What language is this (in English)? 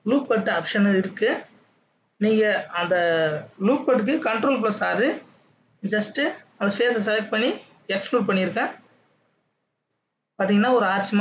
Tamil